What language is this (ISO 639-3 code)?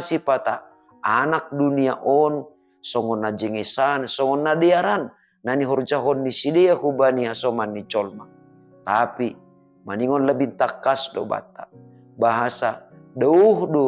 bts